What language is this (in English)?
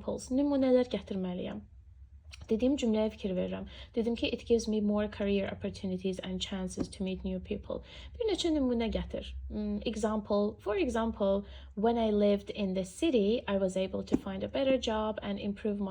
Azerbaijani